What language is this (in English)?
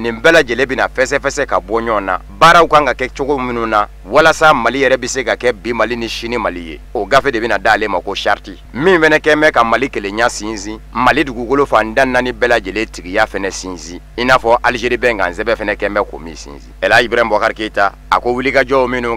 Bambara